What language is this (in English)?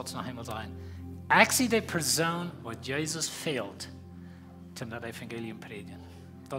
Plautdietsch